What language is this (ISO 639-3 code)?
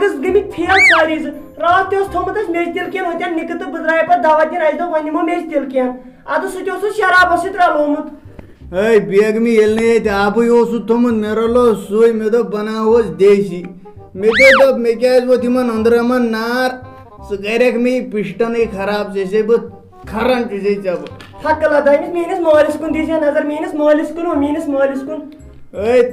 kas